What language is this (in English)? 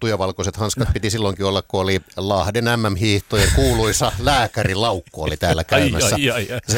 Finnish